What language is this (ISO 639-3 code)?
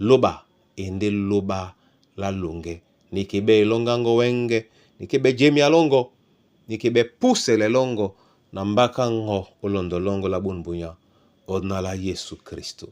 dua